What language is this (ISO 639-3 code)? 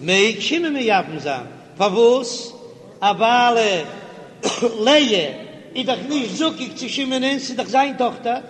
yid